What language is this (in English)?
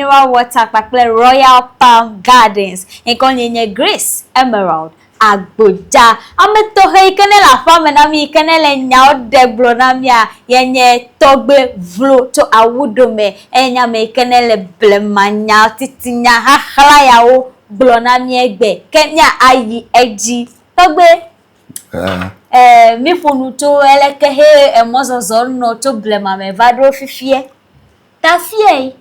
Ewe